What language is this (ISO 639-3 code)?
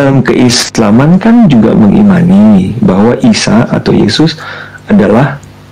ind